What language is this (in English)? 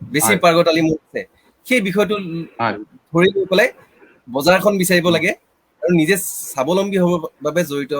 Assamese